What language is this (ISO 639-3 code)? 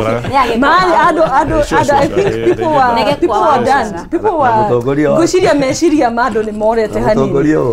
kik